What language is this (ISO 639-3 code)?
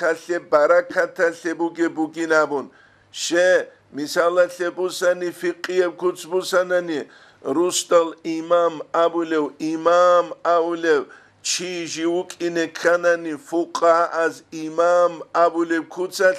ava